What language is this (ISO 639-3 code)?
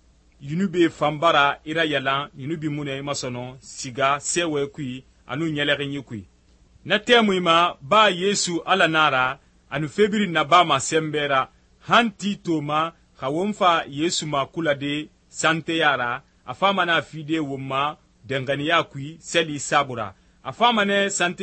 sus